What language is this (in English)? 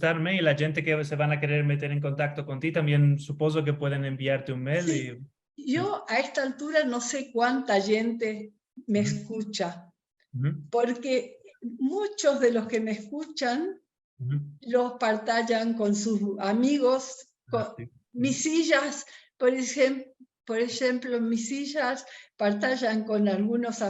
Ladino